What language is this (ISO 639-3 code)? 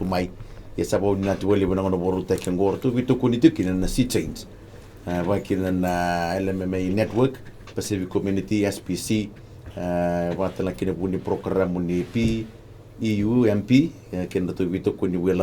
fij